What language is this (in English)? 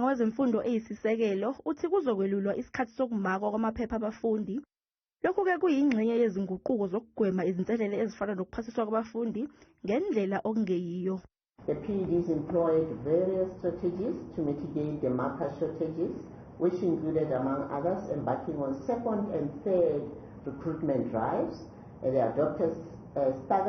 Zulu